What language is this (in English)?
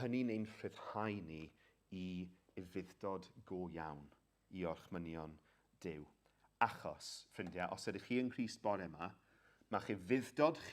Welsh